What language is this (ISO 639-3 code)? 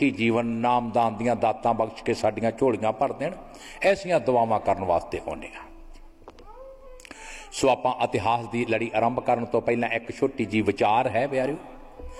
pan